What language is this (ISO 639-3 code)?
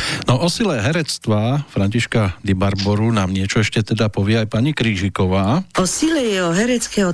slk